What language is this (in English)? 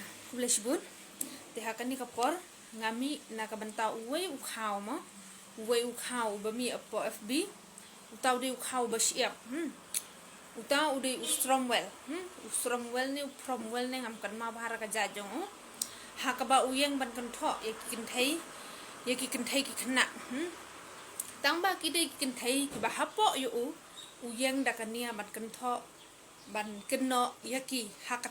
Khasi